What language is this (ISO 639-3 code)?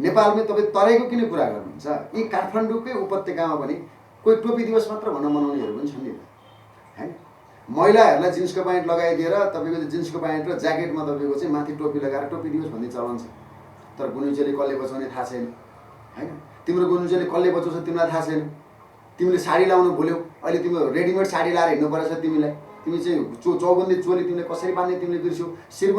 nep